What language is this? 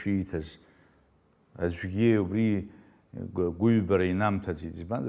Abkhazian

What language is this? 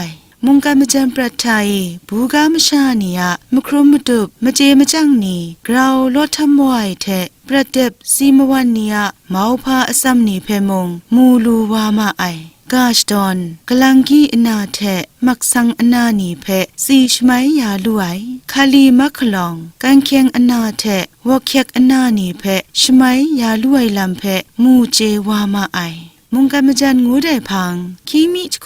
Kachin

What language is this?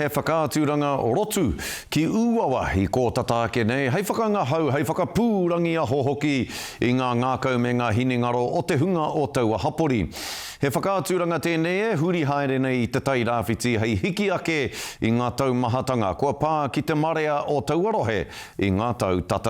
Māori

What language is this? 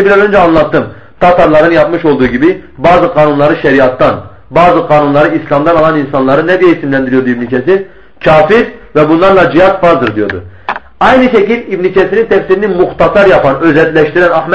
Turkish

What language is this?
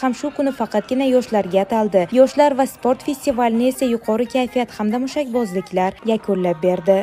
Uzbek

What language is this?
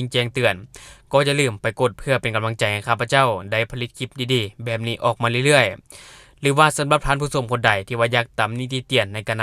Lao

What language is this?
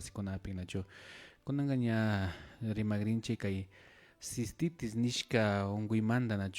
Imbabura Highland Quichua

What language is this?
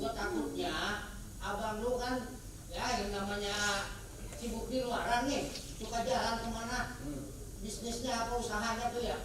Betawi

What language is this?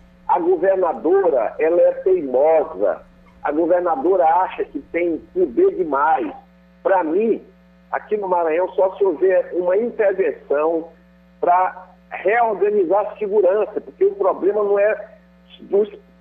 Portuguese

